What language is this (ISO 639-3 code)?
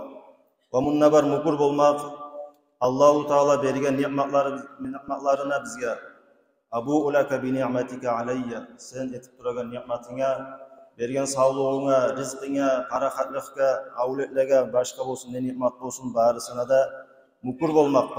kum